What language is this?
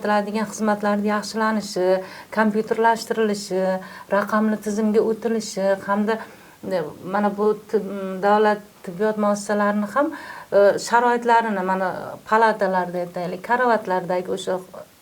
Uzbek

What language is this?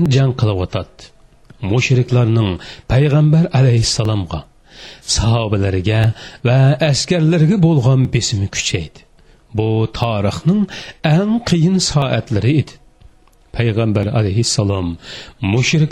Uyghur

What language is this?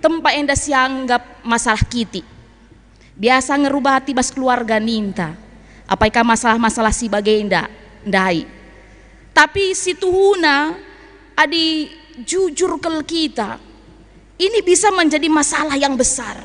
Batak Karo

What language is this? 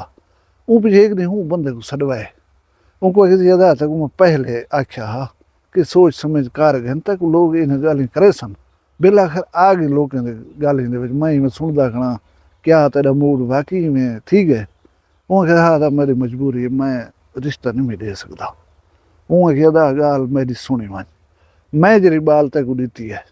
Saraiki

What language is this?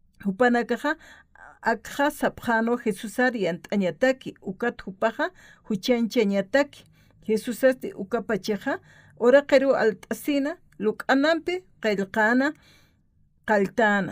Aymara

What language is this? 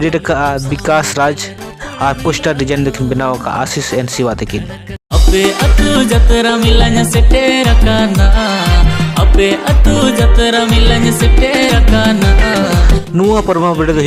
Santali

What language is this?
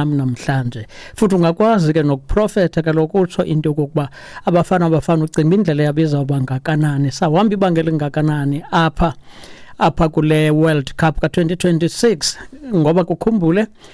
Xhosa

